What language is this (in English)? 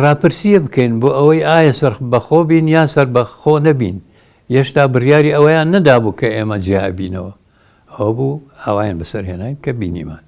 Central Kurdish